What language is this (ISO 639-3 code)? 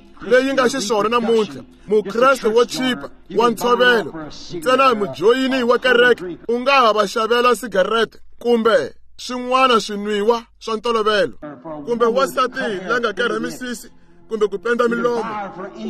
tso